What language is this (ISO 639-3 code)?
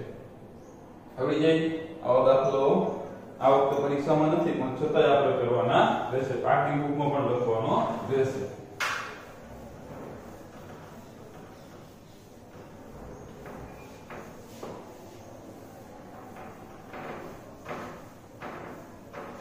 guj